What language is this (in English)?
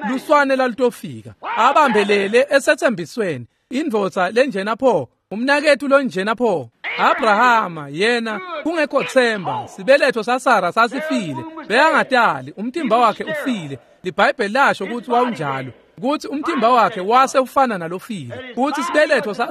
Swati